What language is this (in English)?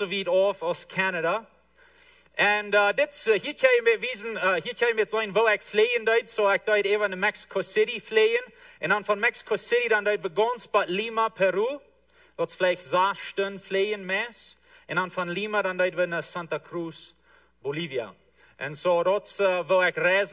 Plautdietsch